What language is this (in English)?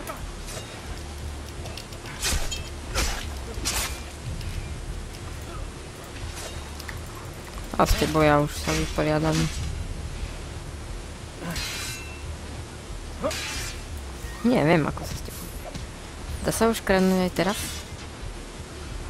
Slovak